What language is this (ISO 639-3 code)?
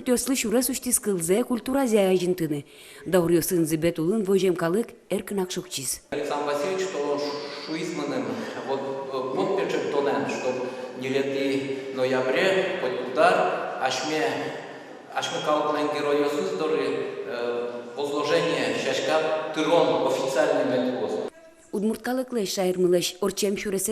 udm